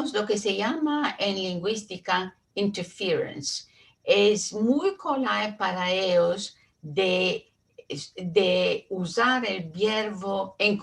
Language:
Ladino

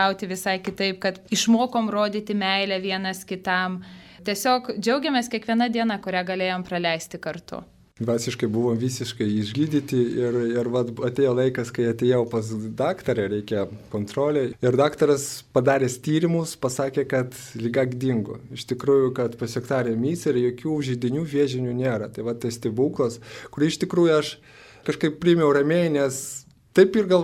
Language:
Lithuanian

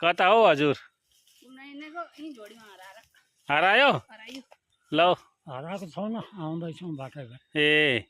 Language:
Nepali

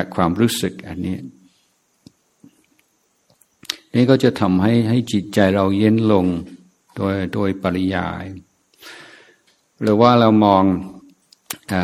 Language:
Thai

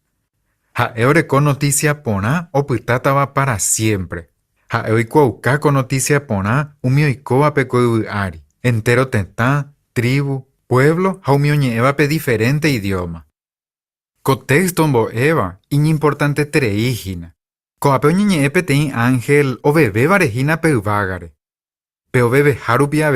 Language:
Guarani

